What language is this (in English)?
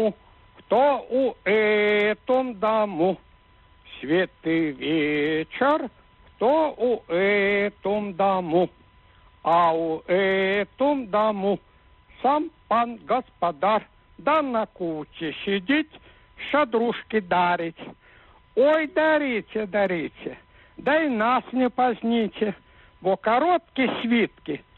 Belarusian